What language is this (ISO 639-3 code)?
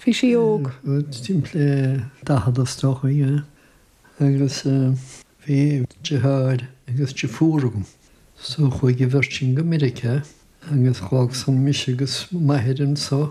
gle